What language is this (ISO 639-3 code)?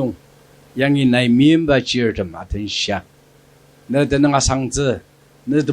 njo